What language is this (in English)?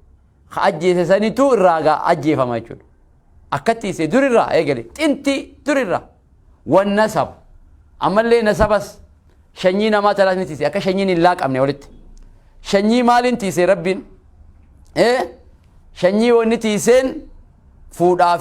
Oromo